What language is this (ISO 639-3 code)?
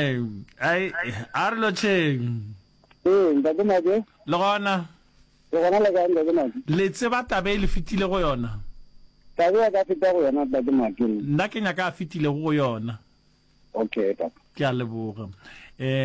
nso